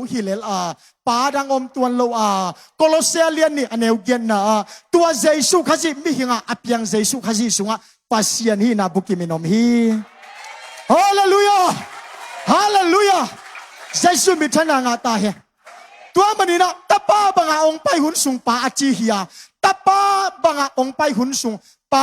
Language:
Tedim Chin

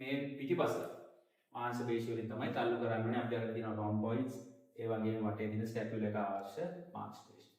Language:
Sinhala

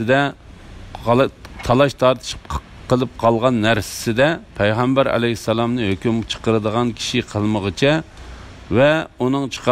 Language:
Uyghur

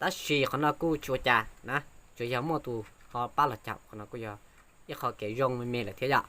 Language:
Hmong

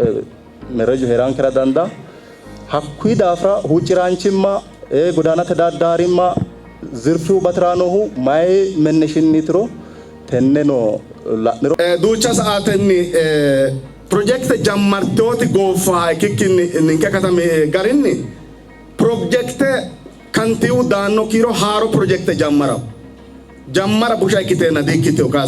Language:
Sidamo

